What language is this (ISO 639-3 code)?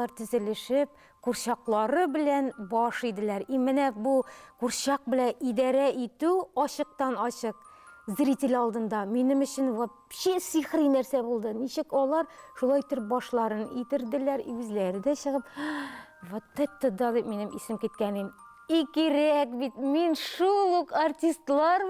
tat